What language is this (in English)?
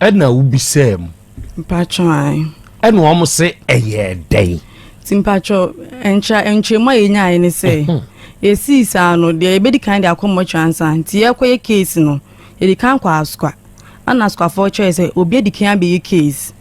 Akan